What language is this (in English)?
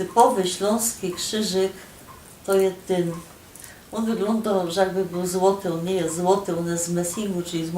Silesian